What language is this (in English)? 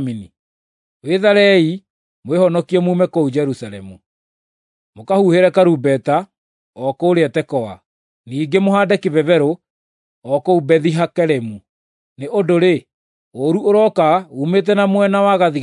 Kikuyu